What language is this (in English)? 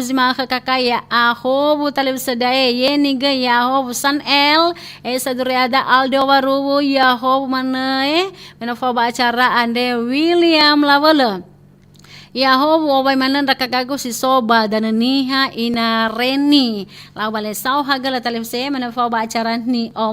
Nias